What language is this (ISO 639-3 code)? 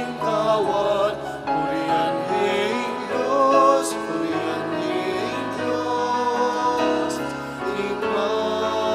pam